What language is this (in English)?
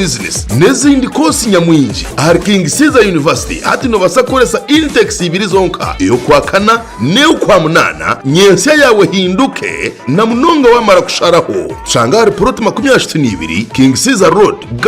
Nyankole